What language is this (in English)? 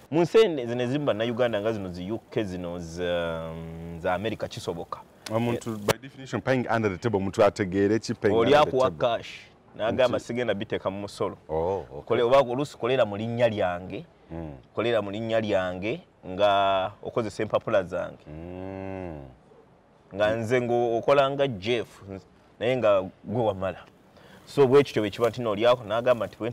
Ganda